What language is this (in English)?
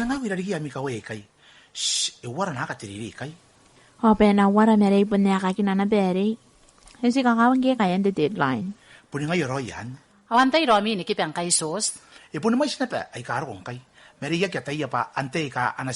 Gilbertese